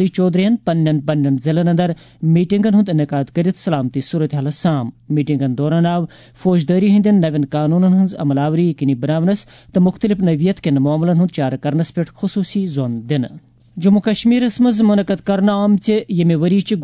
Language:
Kashmiri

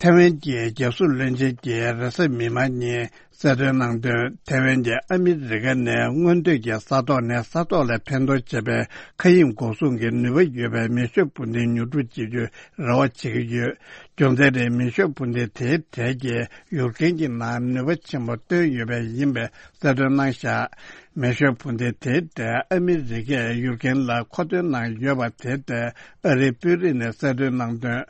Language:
Tibetan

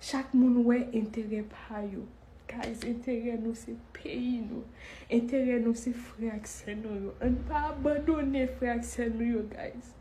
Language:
Haitian Creole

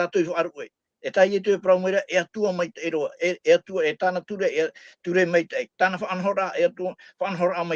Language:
Tahitian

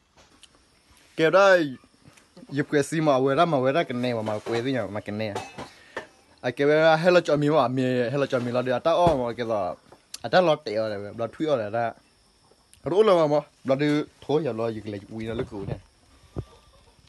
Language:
S'gaw Karen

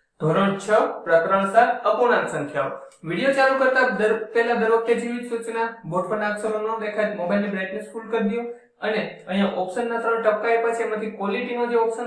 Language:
Gujarati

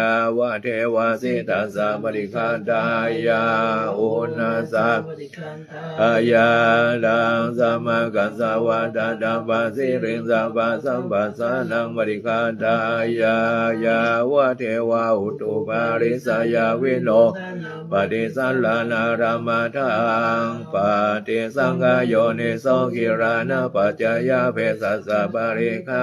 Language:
Pali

